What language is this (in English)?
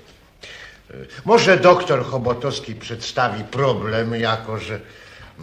Polish